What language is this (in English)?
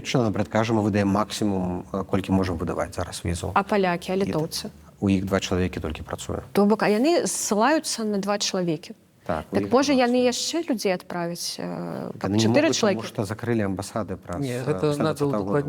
Belarusian